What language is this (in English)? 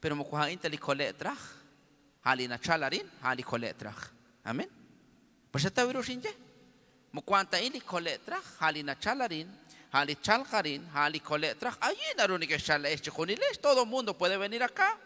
Kekchí